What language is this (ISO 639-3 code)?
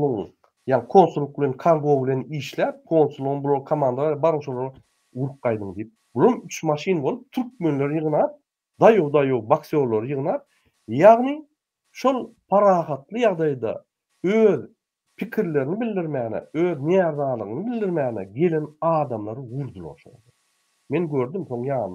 tuk